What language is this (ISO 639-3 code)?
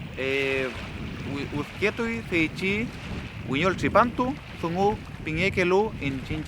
arn